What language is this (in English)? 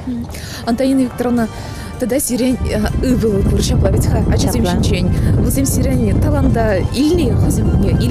Chuvash